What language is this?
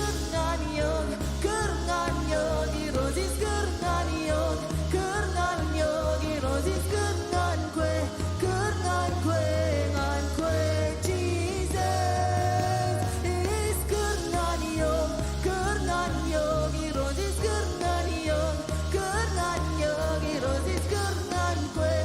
Marshallese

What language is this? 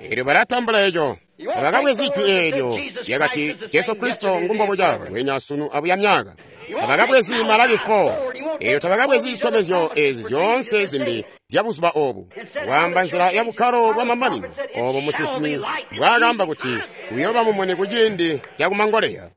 Tonga (Zambia)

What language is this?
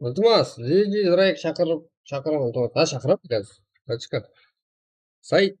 Kara-Kalpak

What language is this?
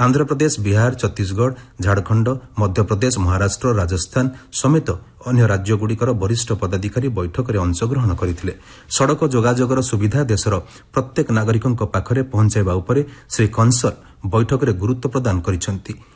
Odia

